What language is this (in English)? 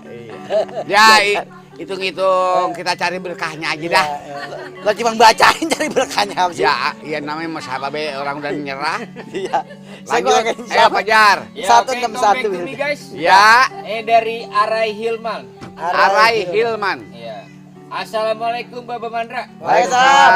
Betawi